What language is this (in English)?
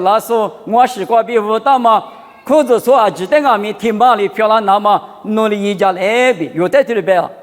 Lisu